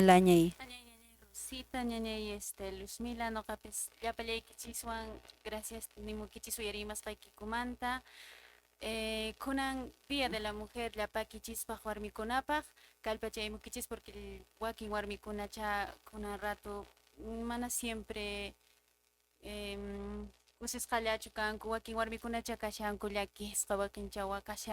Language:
Quechua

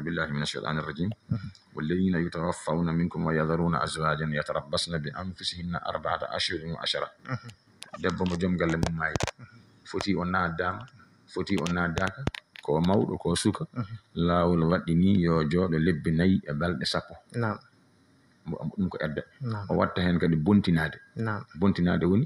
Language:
Fula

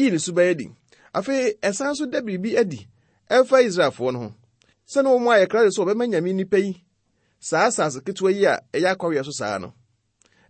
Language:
Akan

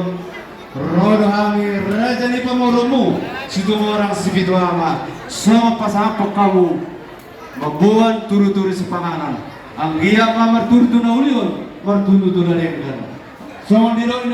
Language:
Batak Toba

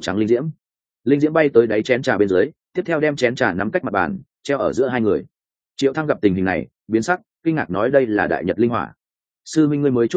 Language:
Vietnamese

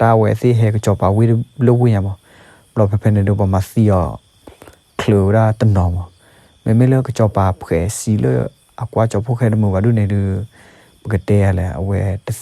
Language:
S'gaw Karen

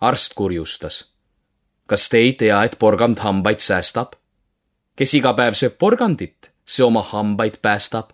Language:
Estonian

